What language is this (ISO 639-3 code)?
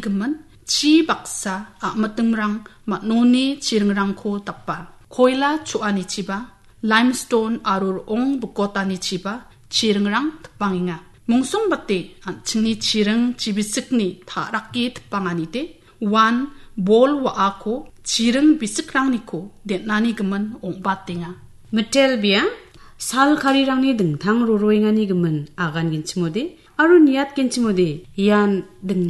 grt